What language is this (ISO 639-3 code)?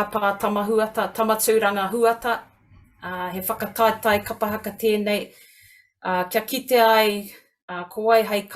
mri